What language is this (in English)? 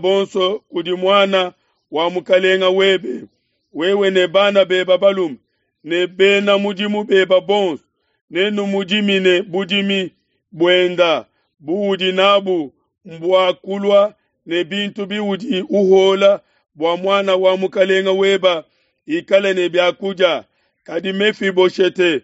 Luba-Lulua